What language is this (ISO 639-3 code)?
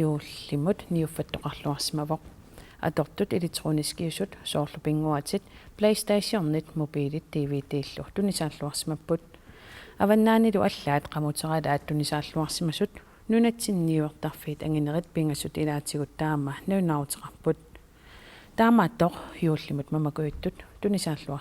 kal